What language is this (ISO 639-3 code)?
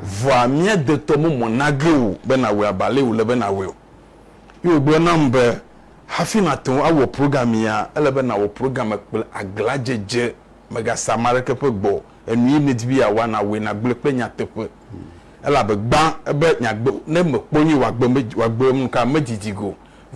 ewe